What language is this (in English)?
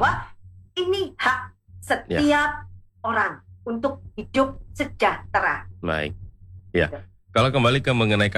Indonesian